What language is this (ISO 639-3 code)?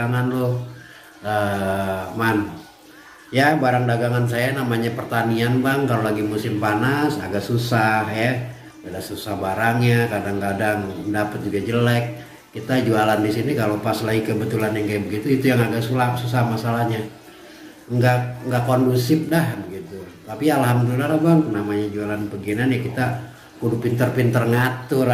bew